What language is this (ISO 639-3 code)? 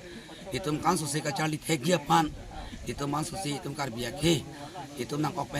mjw